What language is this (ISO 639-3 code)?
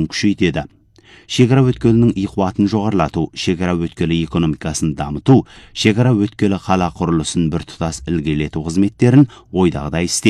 kaz